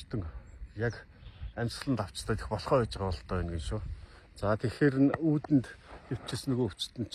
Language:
Mongolian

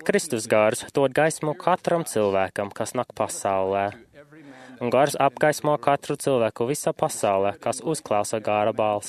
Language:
Latvian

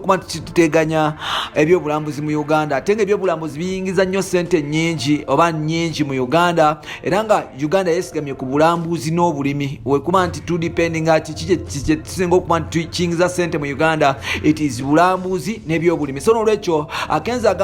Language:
Ganda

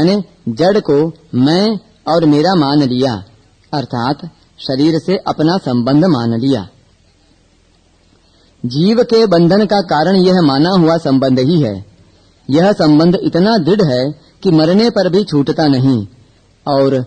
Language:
Hindi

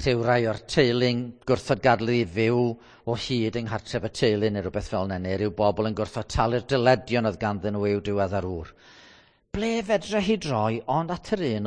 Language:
Welsh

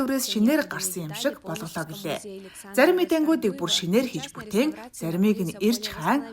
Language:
Mongolian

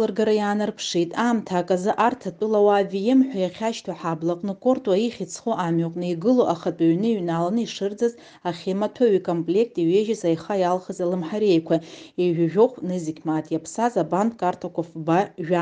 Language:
Abkhazian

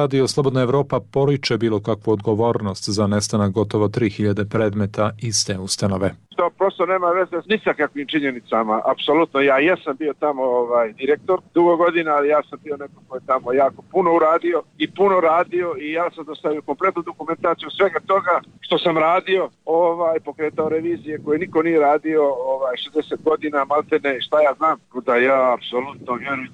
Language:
Serbian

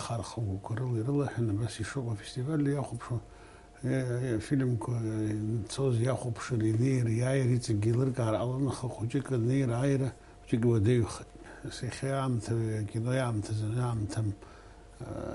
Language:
Abkhazian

